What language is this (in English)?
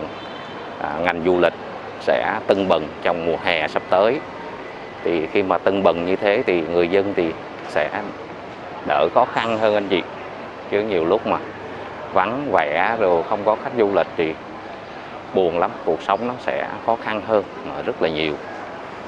Vietnamese